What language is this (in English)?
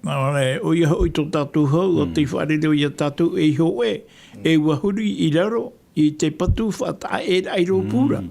Tahitian